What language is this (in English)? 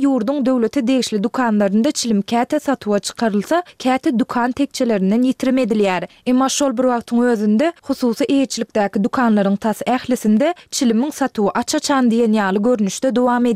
Turkmen